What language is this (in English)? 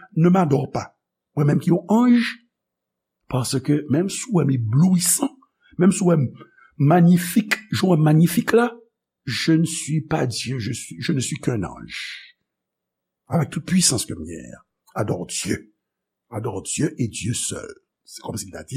Haitian Creole